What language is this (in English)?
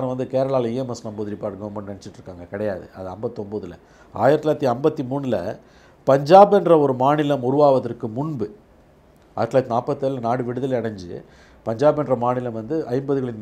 Tamil